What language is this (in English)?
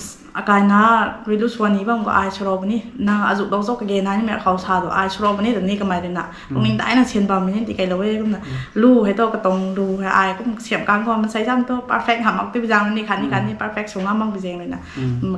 Rongmei Naga